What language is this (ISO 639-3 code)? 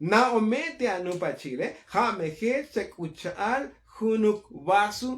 tzo